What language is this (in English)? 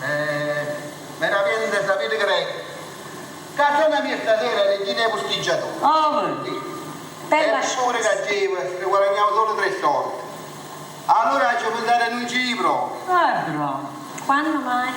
Neapolitan